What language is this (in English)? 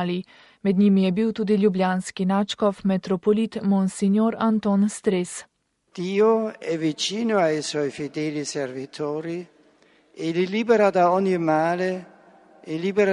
Slovenian